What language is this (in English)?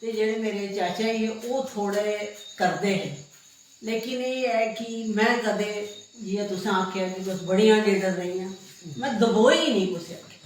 Dogri